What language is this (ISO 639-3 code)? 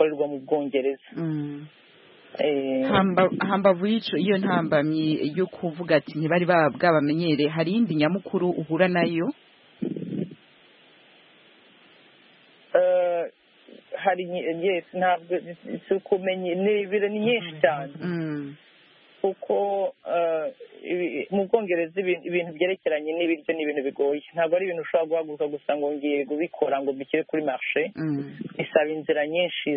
kin